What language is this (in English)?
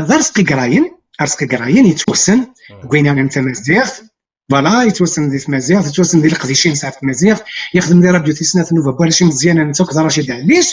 Kabyle